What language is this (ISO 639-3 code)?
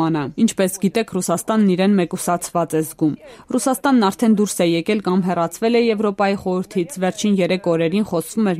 hye